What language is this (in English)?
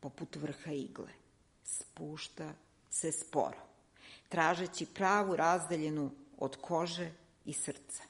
Serbian